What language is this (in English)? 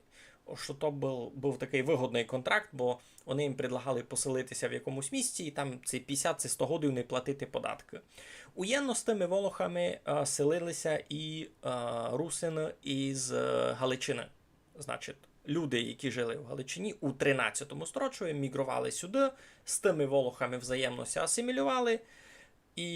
Rusyn